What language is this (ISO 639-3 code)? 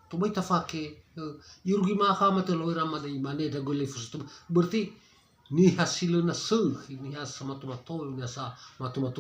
nia